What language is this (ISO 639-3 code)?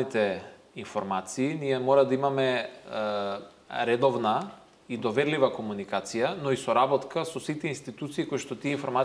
mkd